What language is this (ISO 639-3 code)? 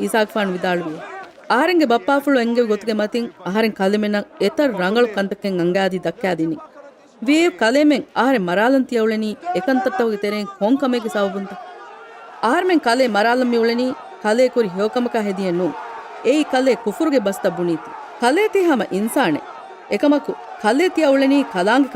div